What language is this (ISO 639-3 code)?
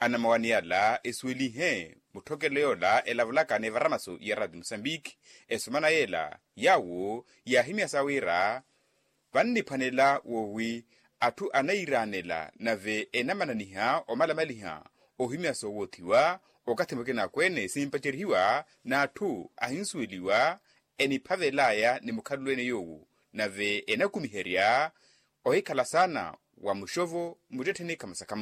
vmw